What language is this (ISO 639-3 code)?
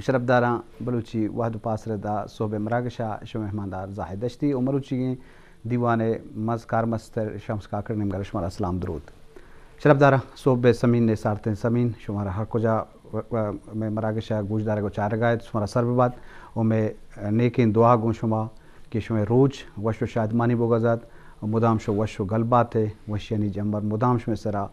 bgp